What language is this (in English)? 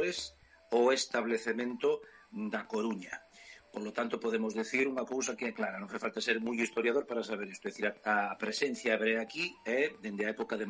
Galician